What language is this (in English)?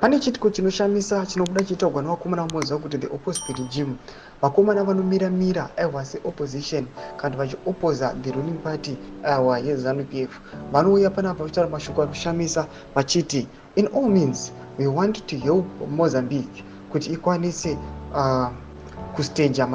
Shona